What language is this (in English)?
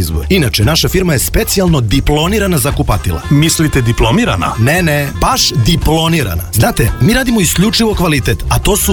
Serbian